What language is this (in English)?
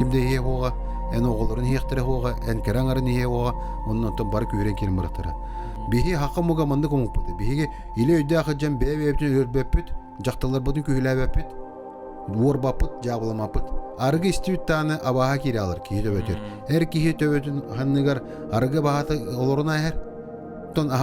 Yakut